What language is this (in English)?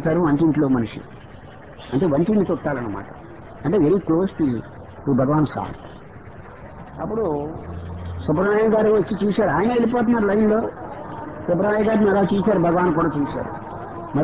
Telugu